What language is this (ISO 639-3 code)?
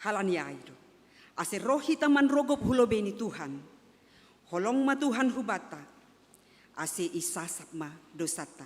bts